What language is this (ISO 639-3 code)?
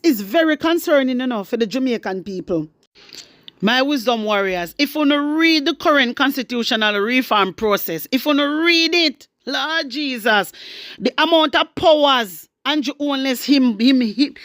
jam